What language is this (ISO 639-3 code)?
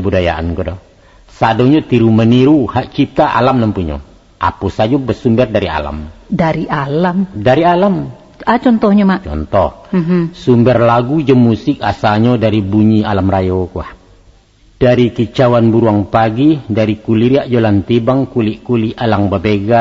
min